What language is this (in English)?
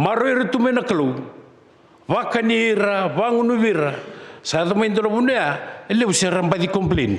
Fijian